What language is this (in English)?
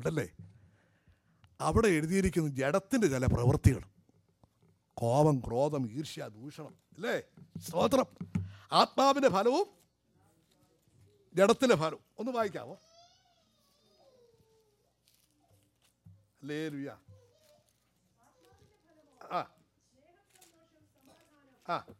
Malayalam